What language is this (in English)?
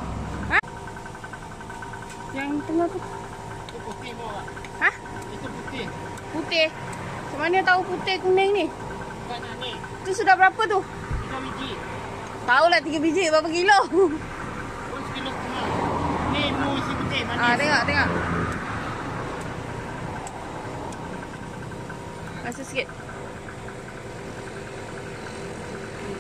Malay